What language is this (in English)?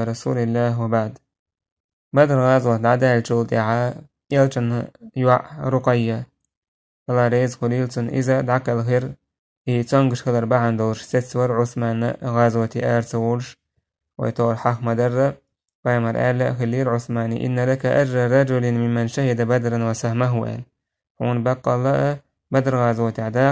Chechen